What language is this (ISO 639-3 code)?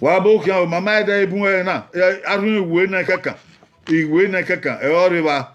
bin